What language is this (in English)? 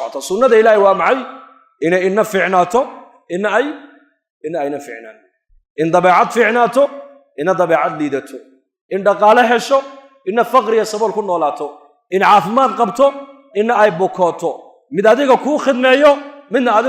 Somali